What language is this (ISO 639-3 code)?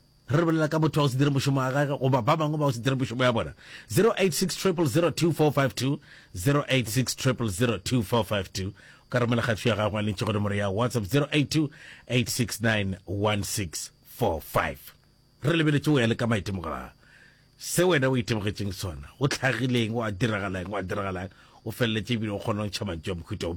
nso